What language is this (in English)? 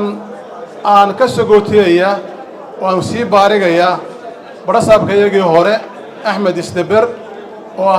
Somali